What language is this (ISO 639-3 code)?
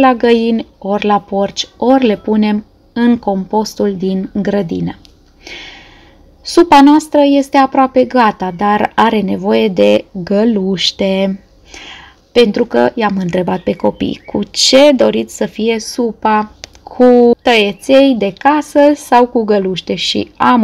ron